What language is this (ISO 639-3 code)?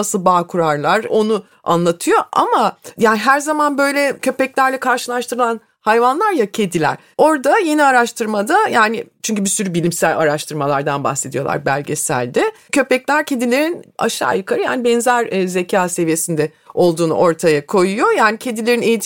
tur